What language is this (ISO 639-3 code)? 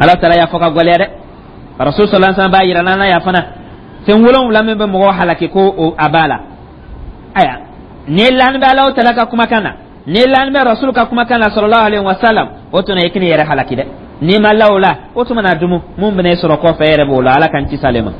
dyu